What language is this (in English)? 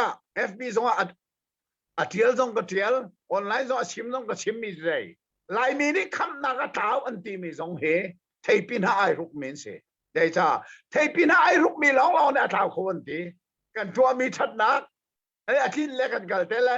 Hakha Chin